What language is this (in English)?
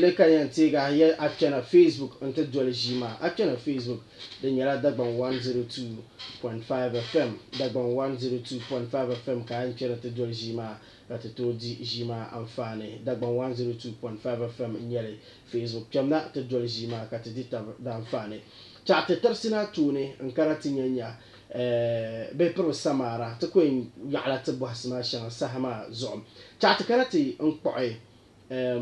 Dagbani